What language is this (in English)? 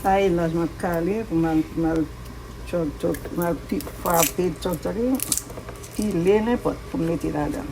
Haitian Creole